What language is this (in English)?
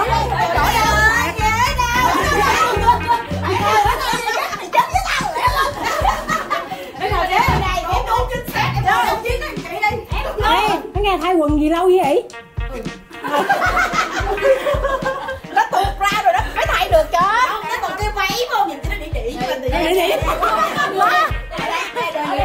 Vietnamese